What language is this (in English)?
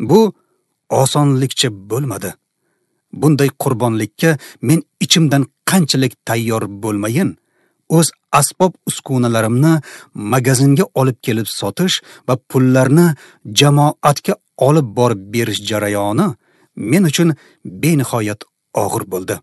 Uzbek